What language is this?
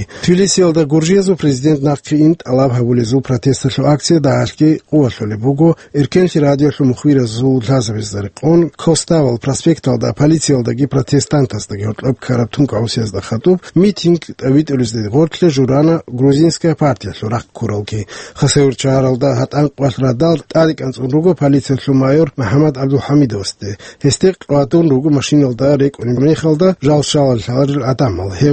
Avaric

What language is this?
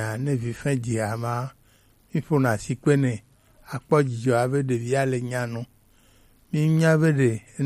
Gen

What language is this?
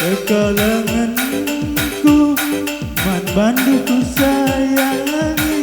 Batak Karo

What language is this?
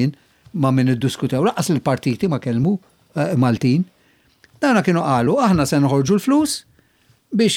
Maltese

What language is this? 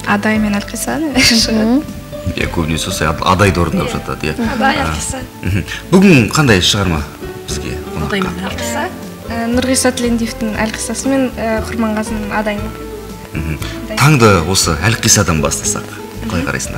Kazakh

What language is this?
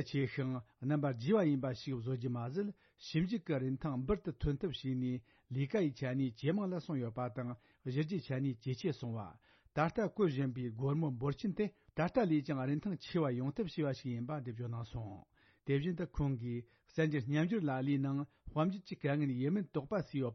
Tibetan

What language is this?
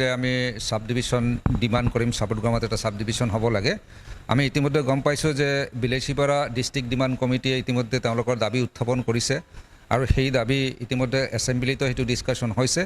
Assamese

